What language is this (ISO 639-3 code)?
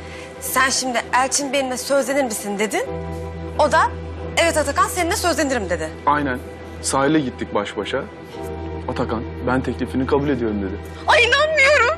tur